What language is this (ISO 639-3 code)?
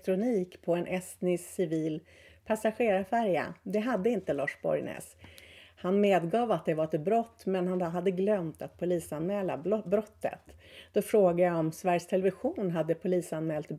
swe